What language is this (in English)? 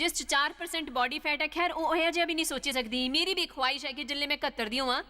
Dogri